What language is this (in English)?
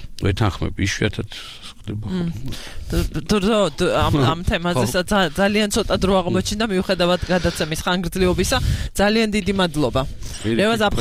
Georgian